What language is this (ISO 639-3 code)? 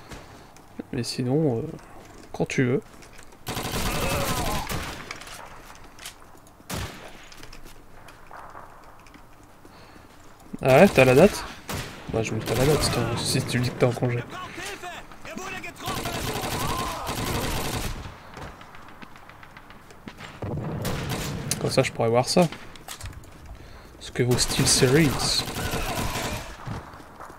fra